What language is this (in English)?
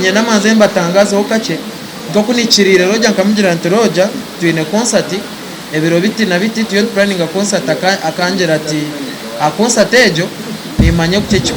Nyankole